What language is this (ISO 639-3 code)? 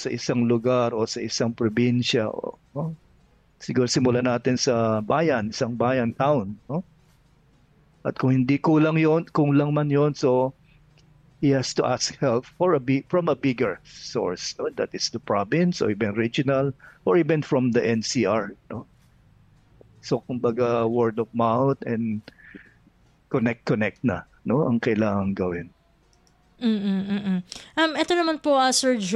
fil